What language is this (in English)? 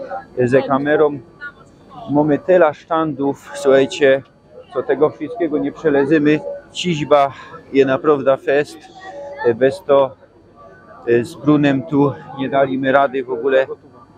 Silesian